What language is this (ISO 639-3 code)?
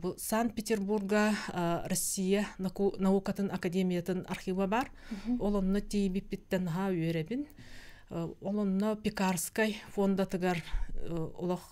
sah